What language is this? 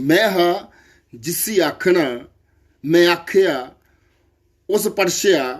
Dogri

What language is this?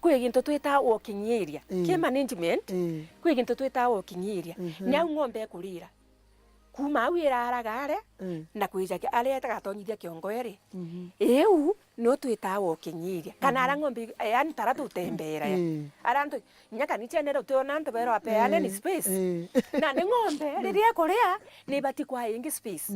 Meru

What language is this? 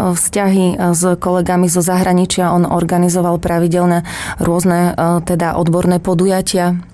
Slovak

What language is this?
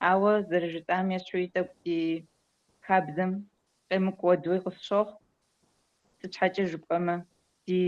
Kabardian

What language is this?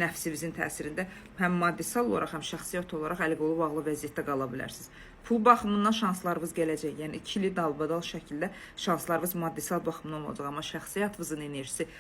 Azerbaijani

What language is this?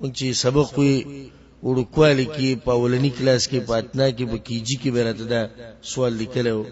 Pashto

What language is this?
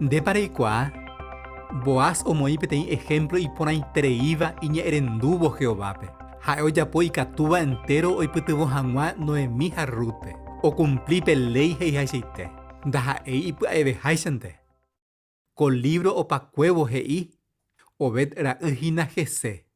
Guarani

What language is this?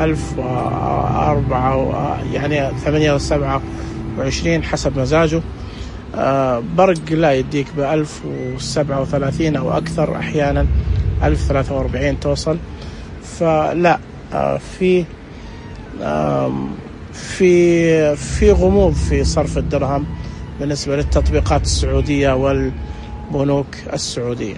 Najdi Arabic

